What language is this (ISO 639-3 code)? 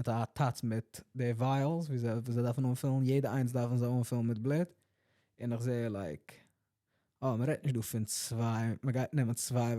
yid